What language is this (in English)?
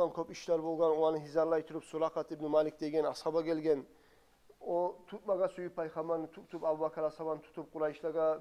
Kumyk